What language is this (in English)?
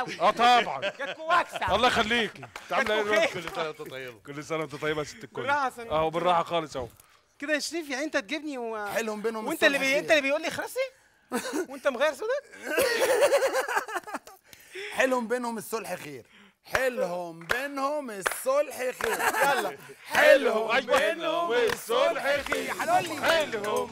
Egyptian Arabic